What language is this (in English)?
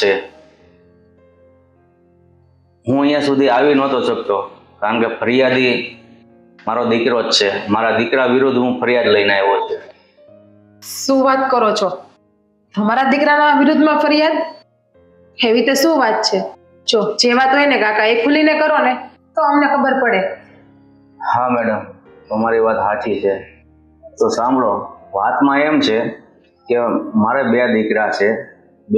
Gujarati